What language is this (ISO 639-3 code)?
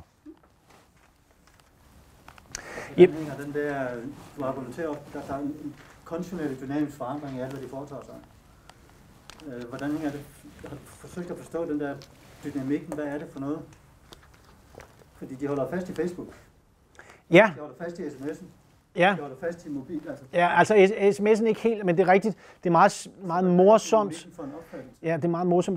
dan